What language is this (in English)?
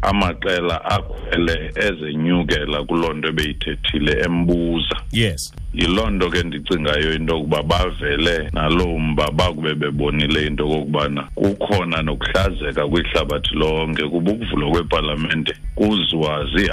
Xhosa